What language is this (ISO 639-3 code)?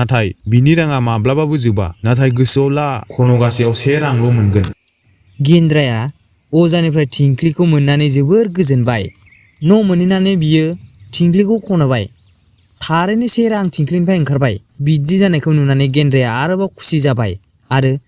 brx